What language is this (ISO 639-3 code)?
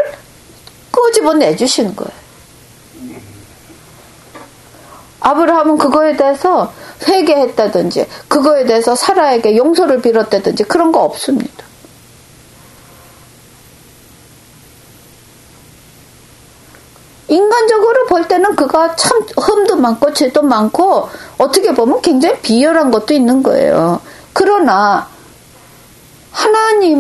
kor